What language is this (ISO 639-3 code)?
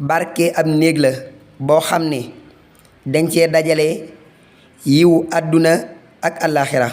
wol